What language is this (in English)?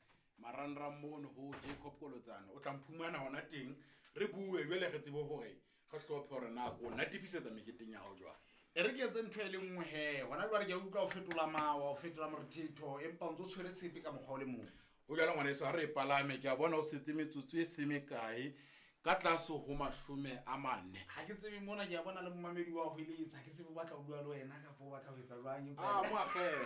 Southern Sotho